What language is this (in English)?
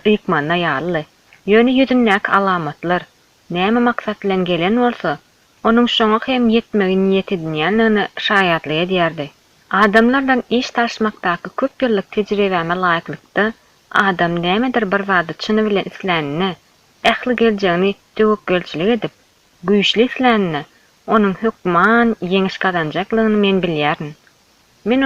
Turkmen